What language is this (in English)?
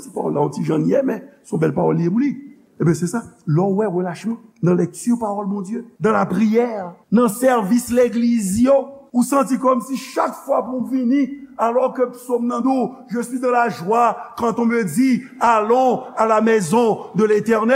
Haitian Creole